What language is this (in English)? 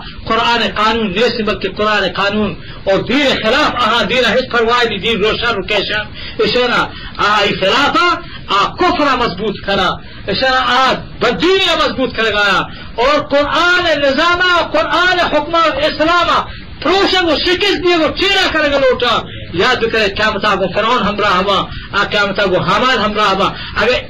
Eastern Balochi